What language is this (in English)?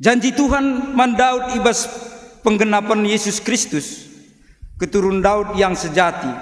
Batak Karo